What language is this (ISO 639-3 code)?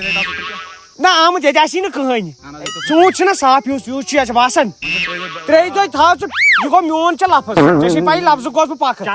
kas